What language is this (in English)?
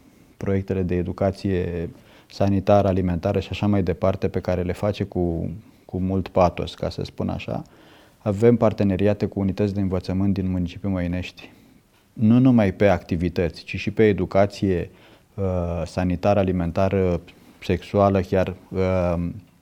Romanian